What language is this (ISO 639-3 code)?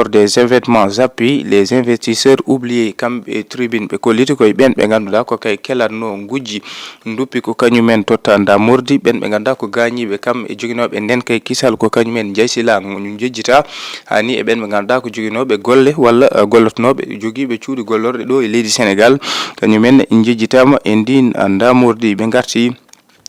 ful